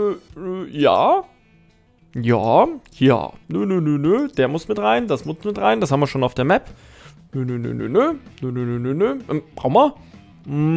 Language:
German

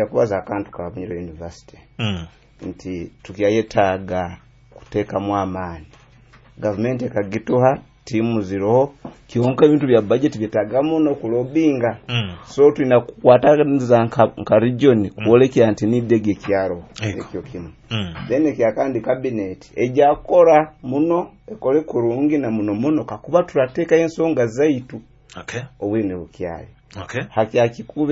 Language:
Nyoro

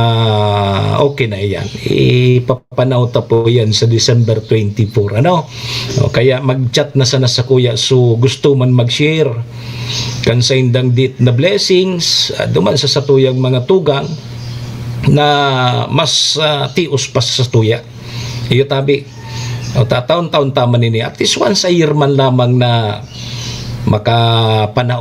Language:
Bikol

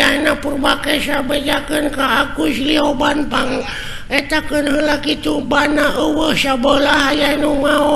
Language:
Sundanese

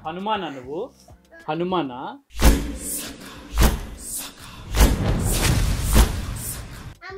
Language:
Telugu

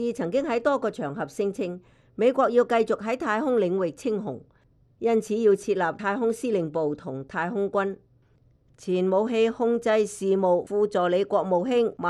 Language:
Cantonese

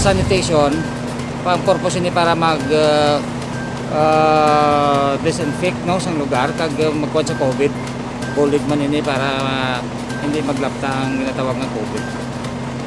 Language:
Hiligaynon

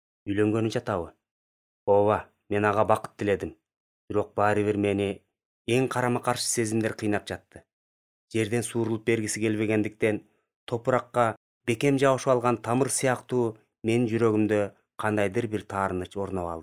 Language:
Kyrgyz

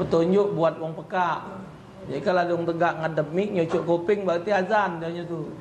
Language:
Musi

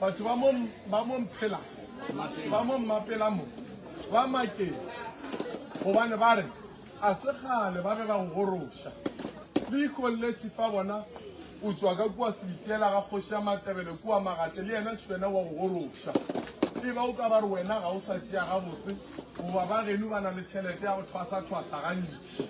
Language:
Northern Sotho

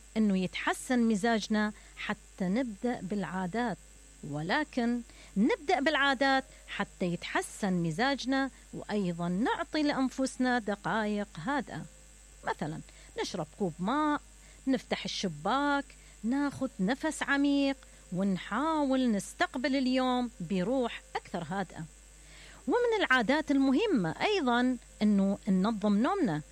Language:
Mesopotamian Arabic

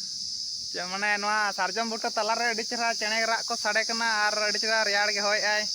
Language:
Santali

